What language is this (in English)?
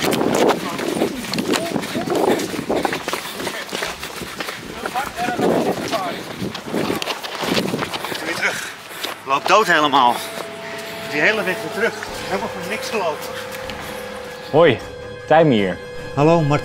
Dutch